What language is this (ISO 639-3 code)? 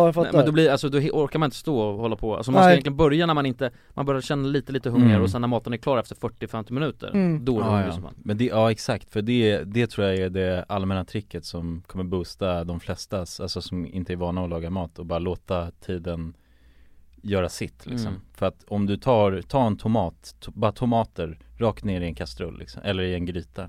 swe